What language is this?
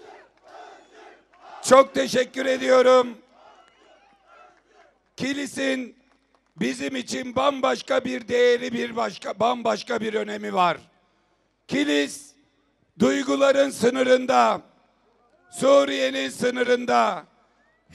Turkish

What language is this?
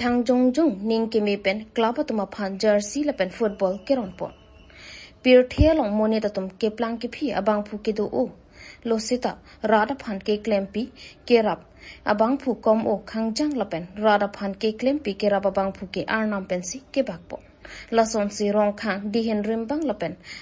Karbi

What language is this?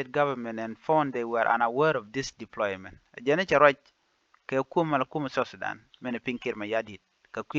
Nuer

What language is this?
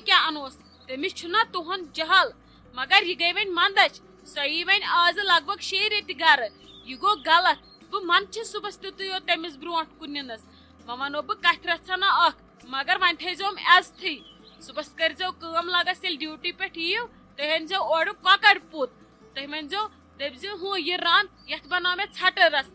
Kashmiri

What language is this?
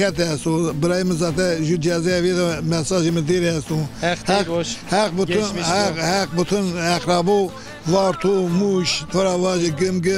Zaza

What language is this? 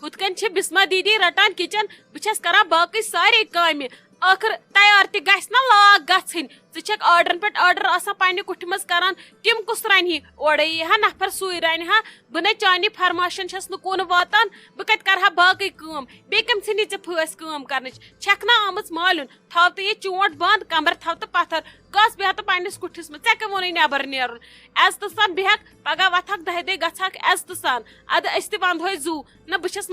Kashmiri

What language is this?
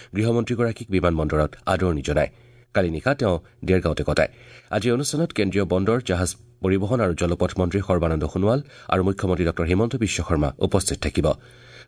Assamese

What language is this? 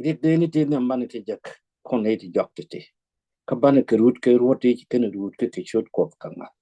Nuer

